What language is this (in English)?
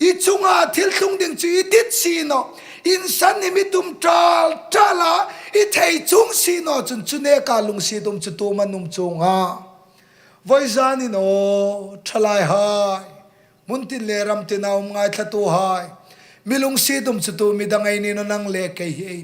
Hmar